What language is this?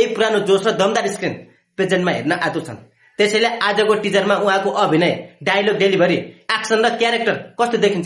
Nepali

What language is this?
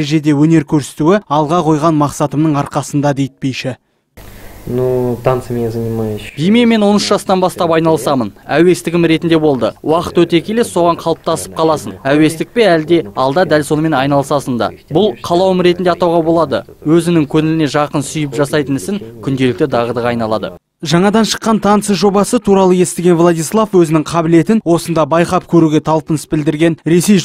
Kazakh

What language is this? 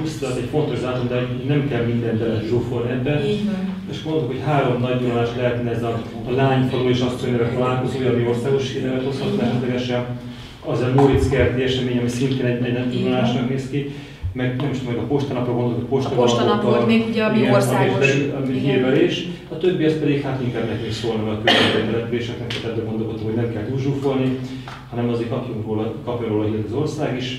Hungarian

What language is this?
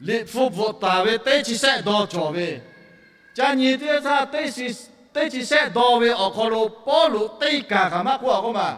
Lahu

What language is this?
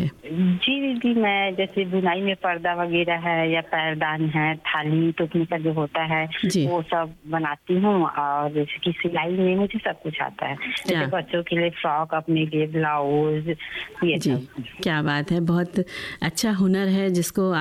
Hindi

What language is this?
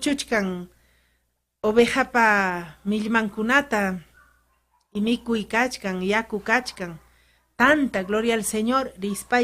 Ayacucho Quechua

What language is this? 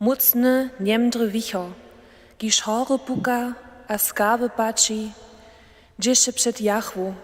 Upper Sorbian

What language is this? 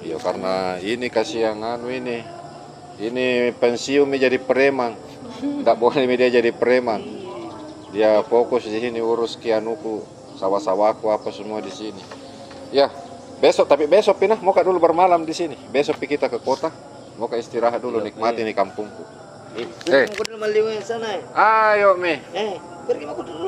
Makassar Malay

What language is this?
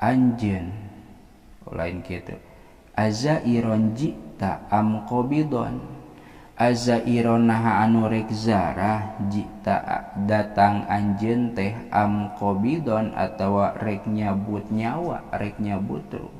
Sundanese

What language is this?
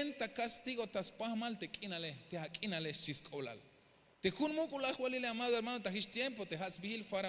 Tzeltal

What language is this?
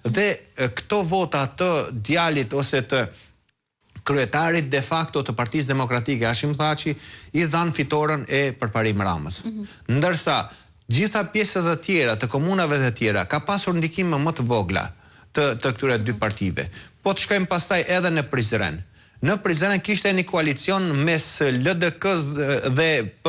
Albanian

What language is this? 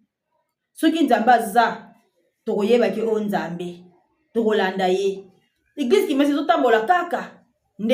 Lingala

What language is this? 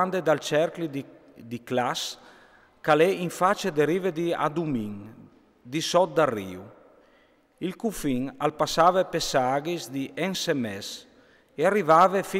Friulian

